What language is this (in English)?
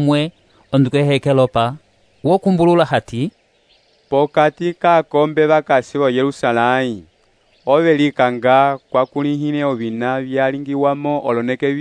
Umbundu